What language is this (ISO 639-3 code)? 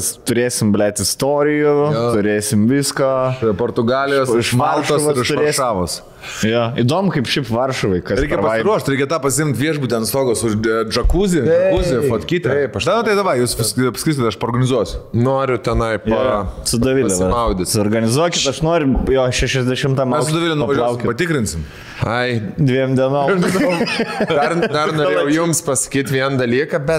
lit